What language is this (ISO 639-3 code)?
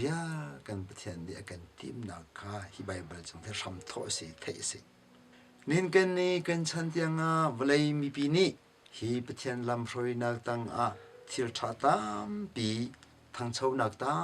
cnh